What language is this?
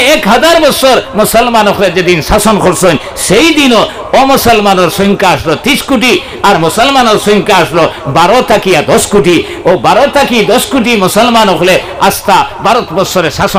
Sylheti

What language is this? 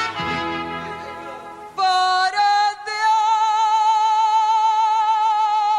Spanish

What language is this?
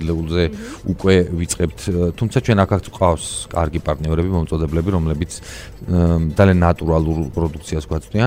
Georgian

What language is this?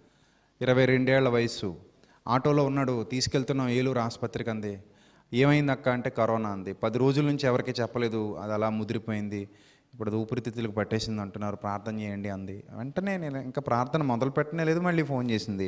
Telugu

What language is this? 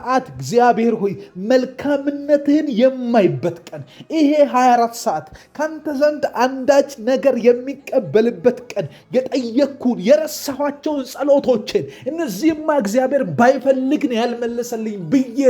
Amharic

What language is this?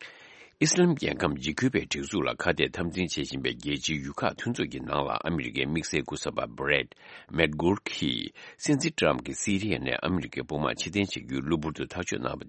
Tibetan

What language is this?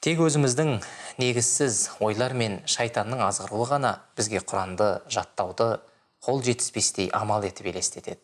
Kazakh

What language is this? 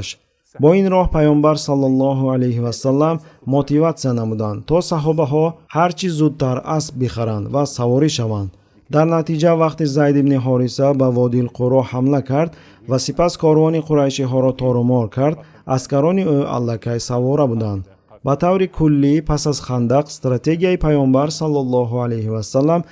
Tajik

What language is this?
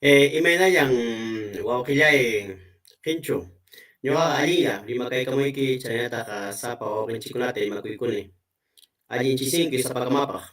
Ayacucho Quechua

